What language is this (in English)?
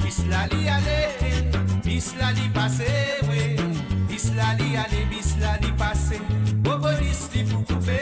Morisyen